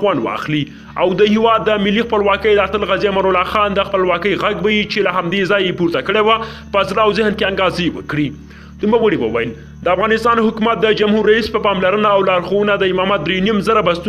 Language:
Pashto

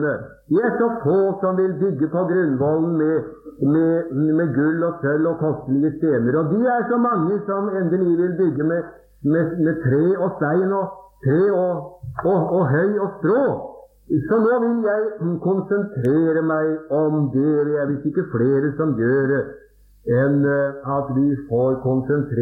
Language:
Norwegian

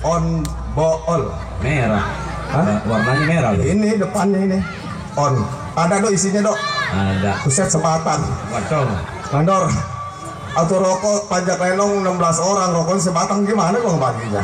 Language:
Betawi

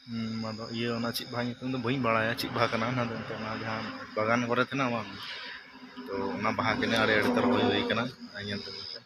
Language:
Santali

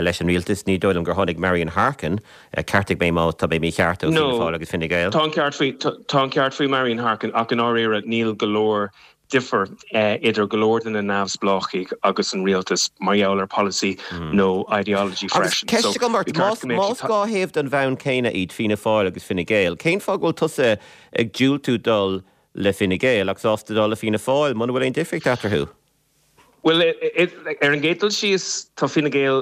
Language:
Irish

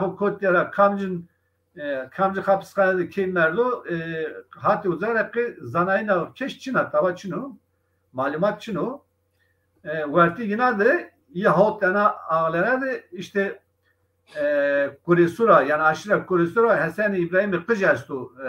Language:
Zaza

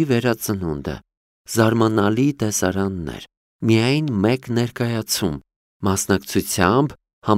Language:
Armenian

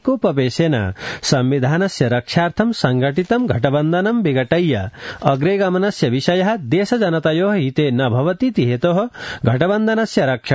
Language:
Sanskrit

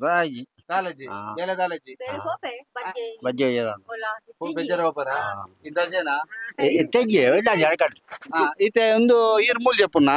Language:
Tulu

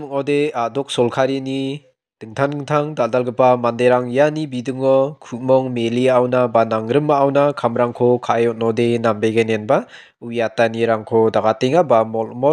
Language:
Garo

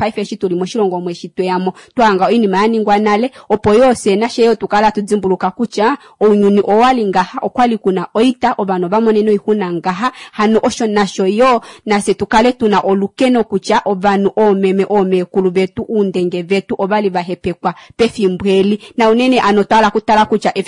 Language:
Kuanyama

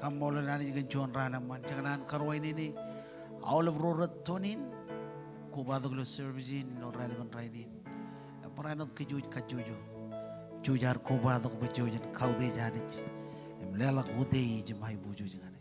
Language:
Marshallese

